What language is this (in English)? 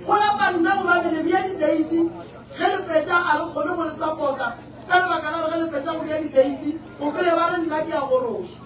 Northern Sotho